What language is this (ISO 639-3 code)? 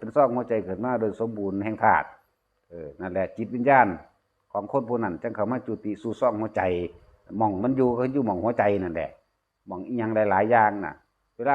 tts